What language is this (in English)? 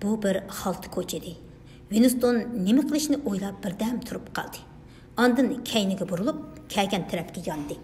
Uyghur